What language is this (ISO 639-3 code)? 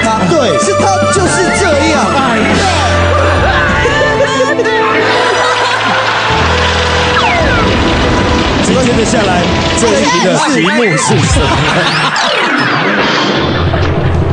zho